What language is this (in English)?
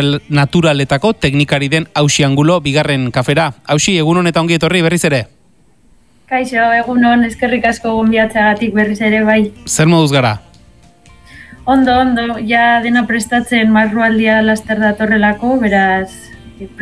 Basque